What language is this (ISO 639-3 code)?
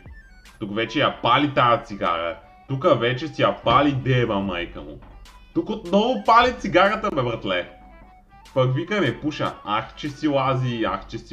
bul